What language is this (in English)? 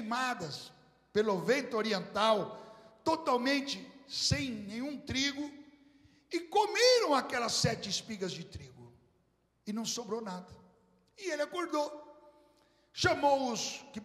Portuguese